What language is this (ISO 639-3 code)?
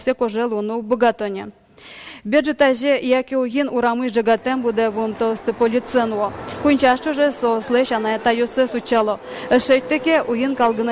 udm